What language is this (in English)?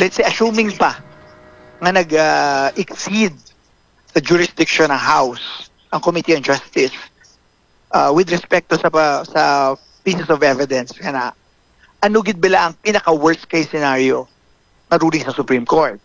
Hiligaynon